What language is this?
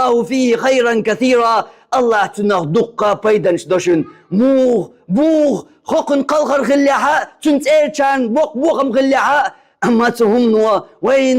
Chechen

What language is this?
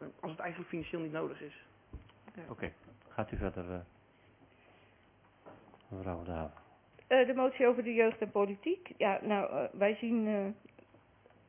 Dutch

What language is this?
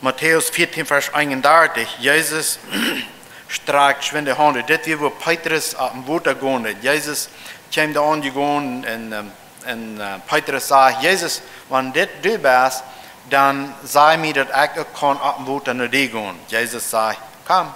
Plautdietsch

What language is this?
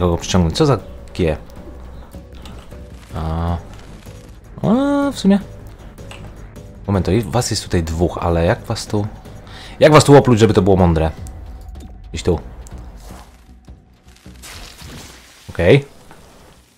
Polish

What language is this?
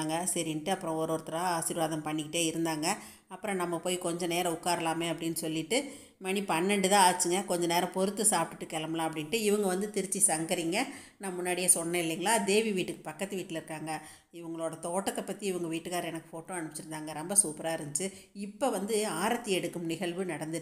Tamil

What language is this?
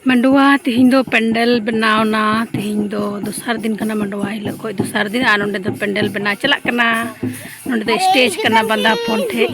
Santali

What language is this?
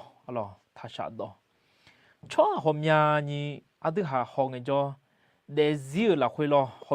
Akha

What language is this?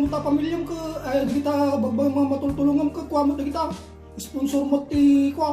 Iloko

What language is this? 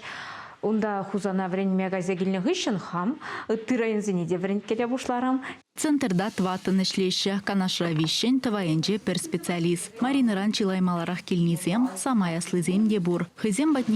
Chuvash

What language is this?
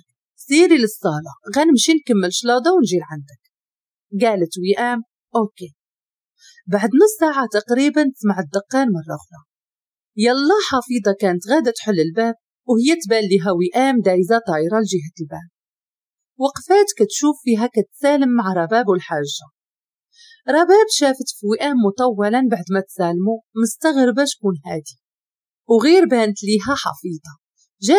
Moroccan Arabic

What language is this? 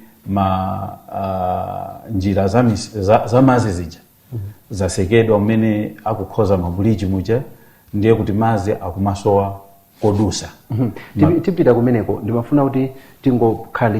Nyanja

